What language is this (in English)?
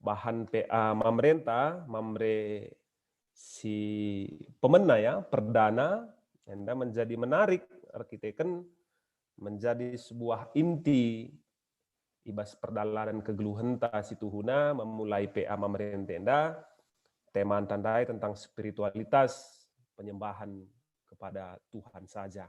Batak Karo